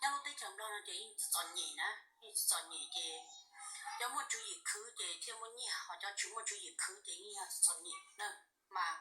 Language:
Hmong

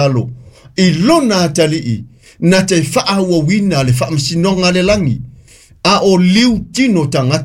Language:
Samoan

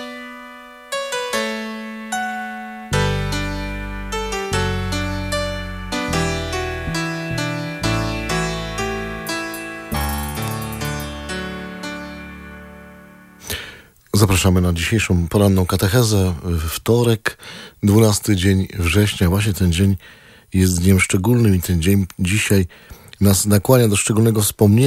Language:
Polish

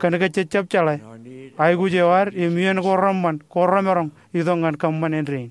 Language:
Marshallese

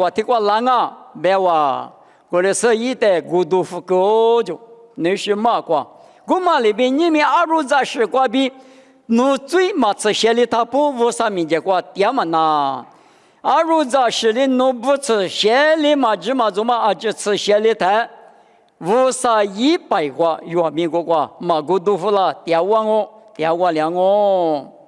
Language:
Lisu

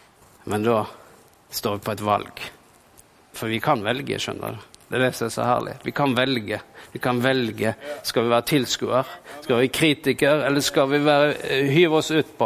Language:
Norwegian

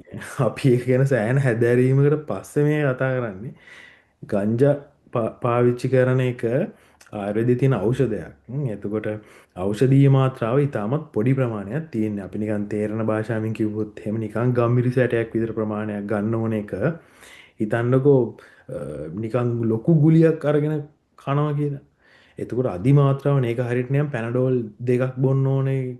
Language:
Sinhala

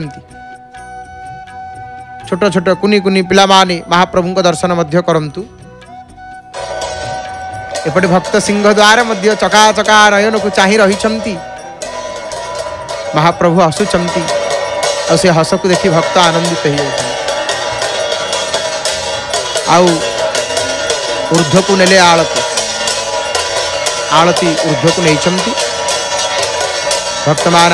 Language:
Odia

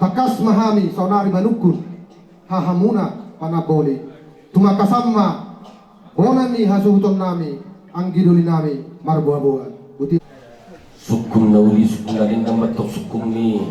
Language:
Batak Toba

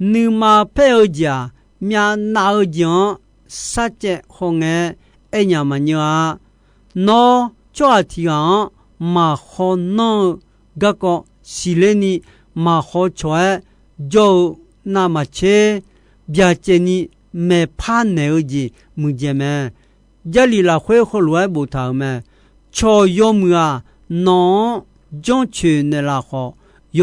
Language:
Akha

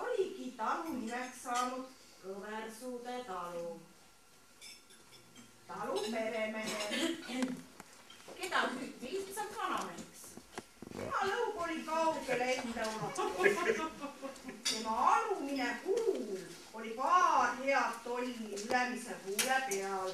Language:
Estonian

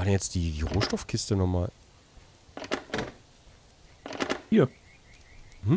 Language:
German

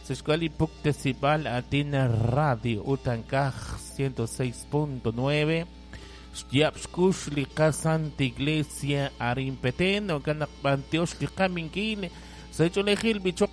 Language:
Kekchí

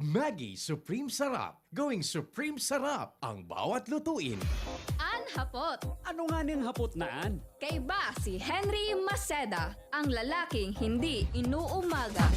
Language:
Bikol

